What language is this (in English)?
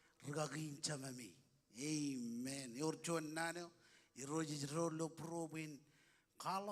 Marshallese